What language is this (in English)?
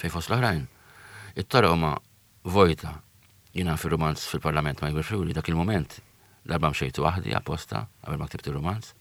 Maltese